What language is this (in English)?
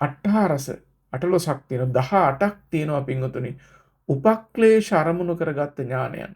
Sinhala